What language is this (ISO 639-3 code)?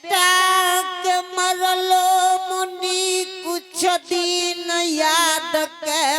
anp